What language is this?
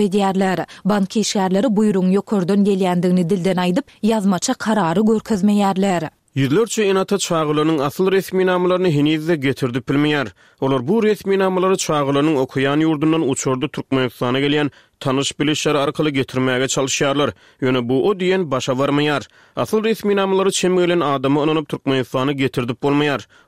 Turkmen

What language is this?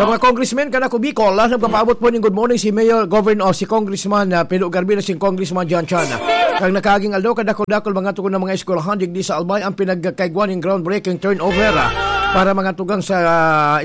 Bikol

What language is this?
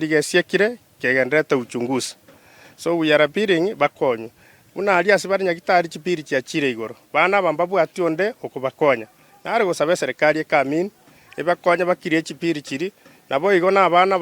Gusii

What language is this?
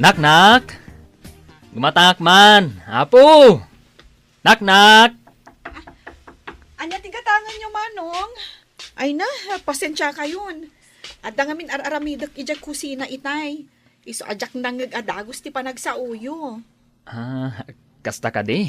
Iloko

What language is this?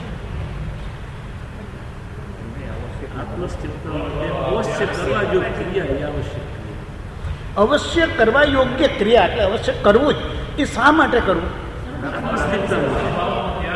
Gujarati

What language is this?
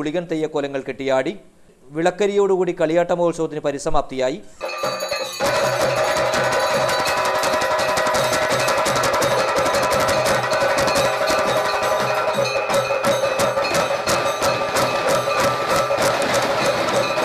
Malayalam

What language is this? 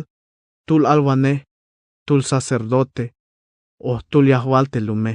Tzeltal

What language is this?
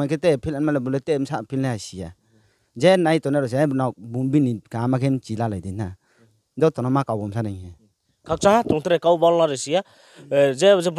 Riang (India)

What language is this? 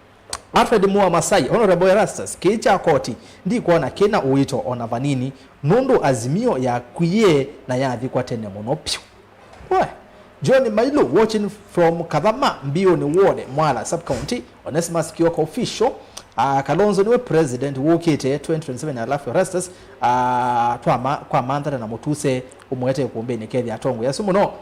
Kamba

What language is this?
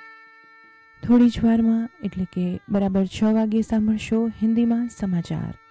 Gujarati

